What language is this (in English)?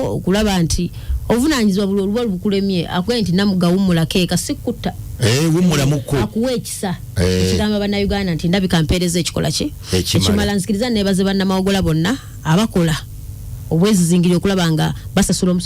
Ganda